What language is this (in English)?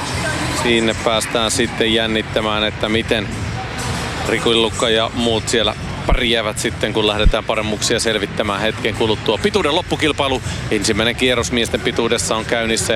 Finnish